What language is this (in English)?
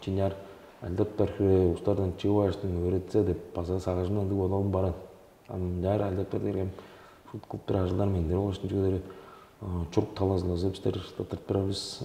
Tuvinian